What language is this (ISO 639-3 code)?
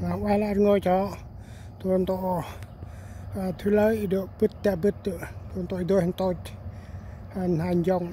cmo